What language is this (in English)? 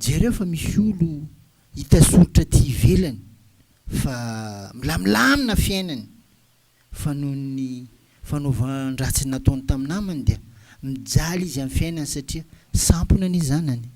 Malagasy